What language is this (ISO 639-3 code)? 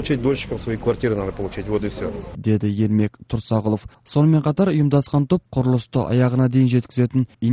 kaz